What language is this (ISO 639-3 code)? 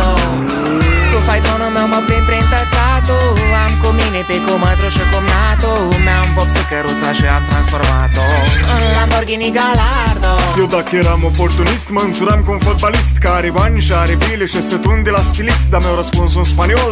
ron